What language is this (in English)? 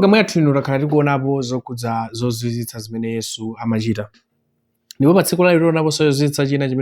Nyanja